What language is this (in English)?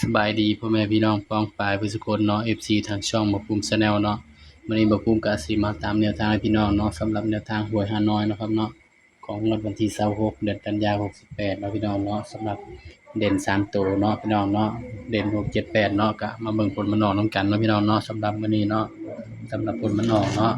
Northeastern Thai